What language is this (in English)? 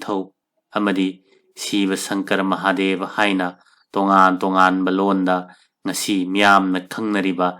Manipuri